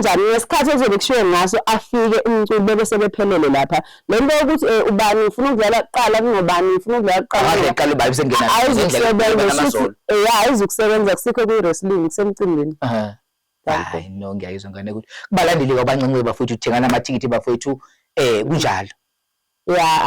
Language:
Zulu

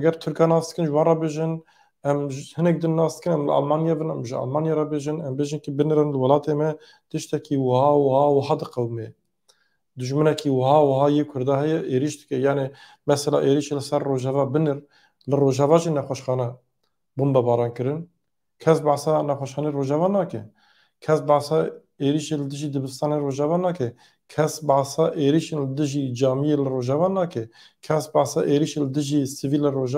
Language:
Kurdish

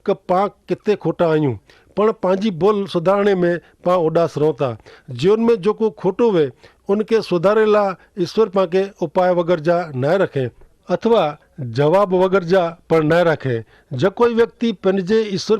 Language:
Kachhi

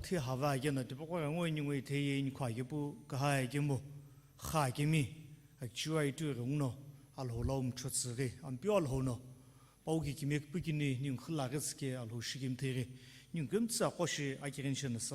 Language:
Sumi Naga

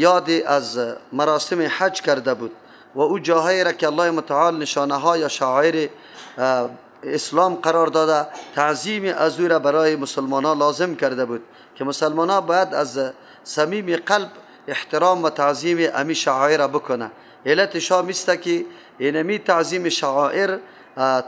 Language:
Persian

